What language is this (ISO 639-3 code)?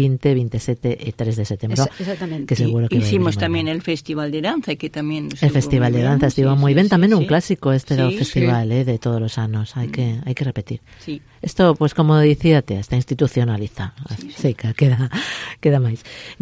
glg